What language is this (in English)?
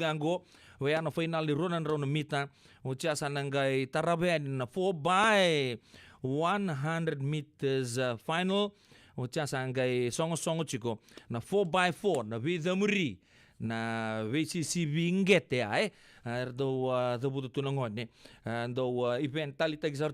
Fijian